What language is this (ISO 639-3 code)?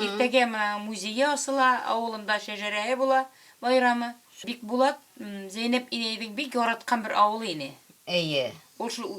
bak